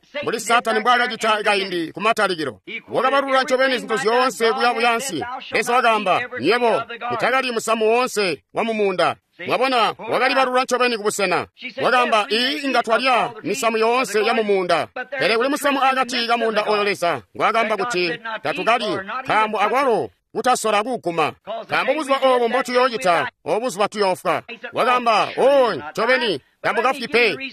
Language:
Tonga (Zambia)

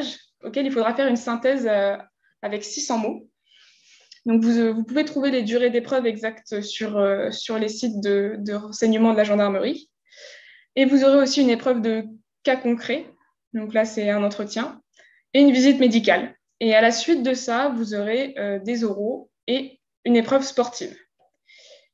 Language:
French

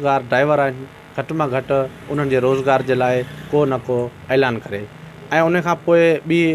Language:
Sindhi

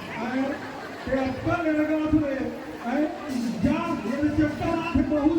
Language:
Chhattisgarhi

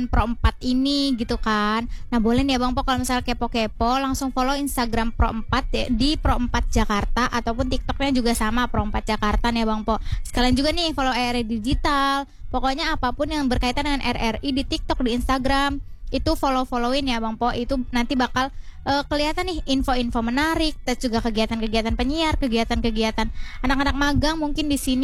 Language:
Indonesian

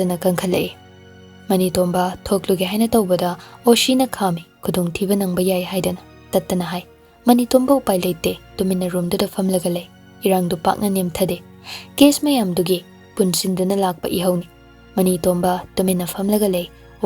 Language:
Manipuri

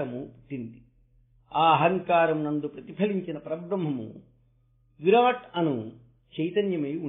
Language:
Telugu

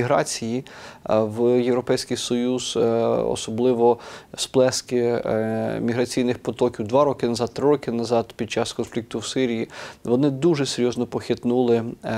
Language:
Ukrainian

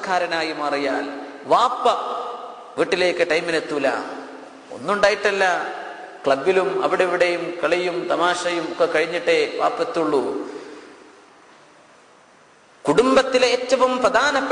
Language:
Malayalam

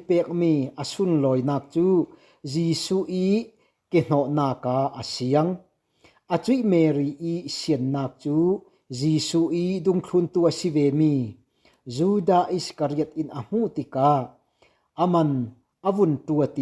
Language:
Falam Chin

